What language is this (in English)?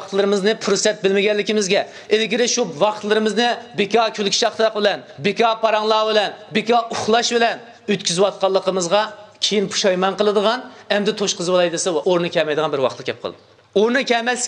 Uyghur